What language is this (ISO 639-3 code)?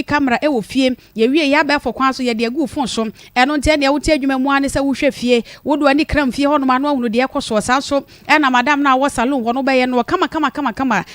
aka